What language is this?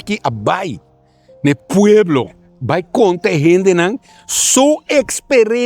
Papiamento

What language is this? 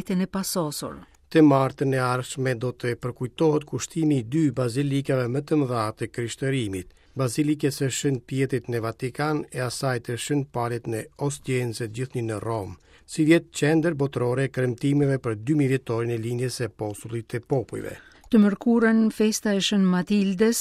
Albanian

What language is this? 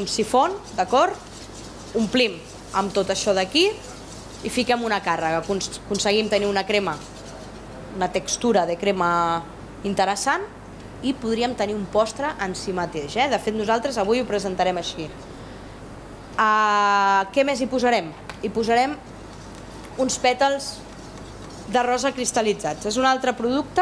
Catalan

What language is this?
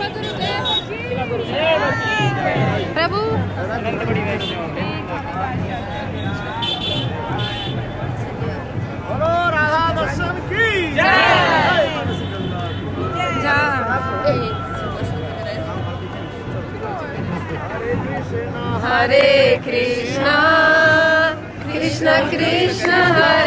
Hindi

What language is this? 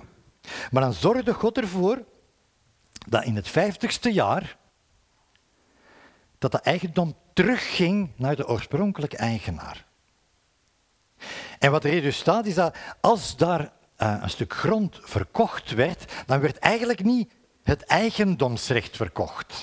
Dutch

